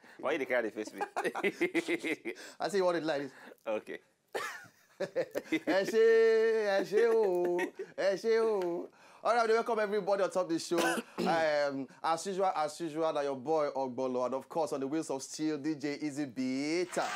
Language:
Nigerian Pidgin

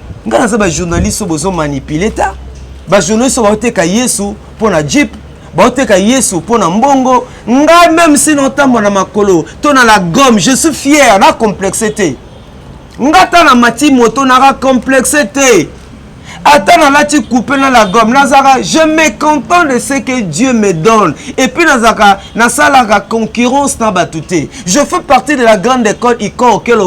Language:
Lingala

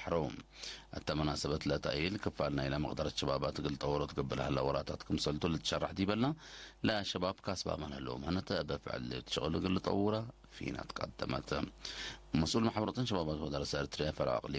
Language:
Tigre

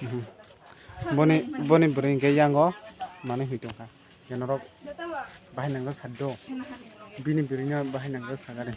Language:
Kok Borok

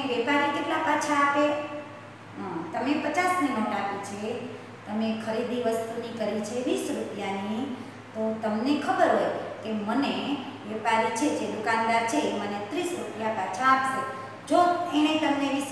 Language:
Gujarati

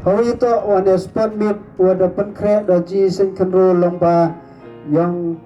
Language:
Khasi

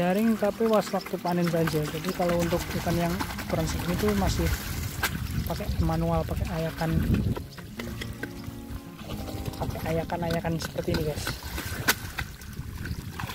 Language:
Indonesian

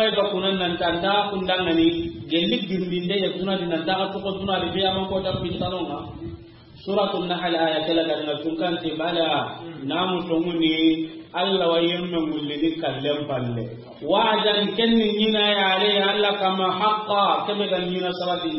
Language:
Soninke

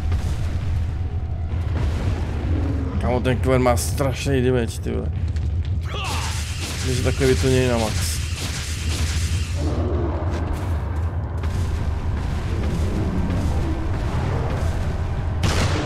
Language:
Czech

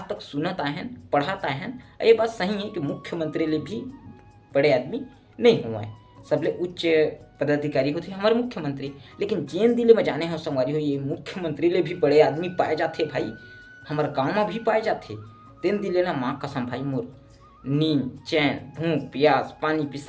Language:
Chhattisgarhi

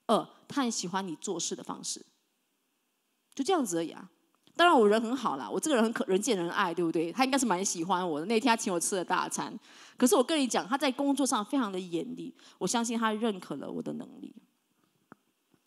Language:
Chinese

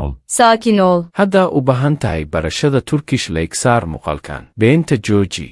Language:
Somali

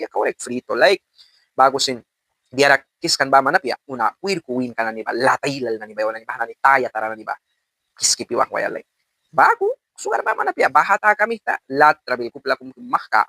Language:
Mískito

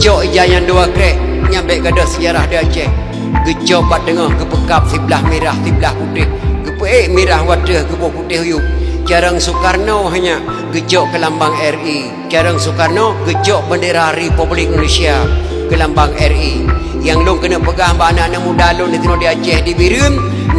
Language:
Achinese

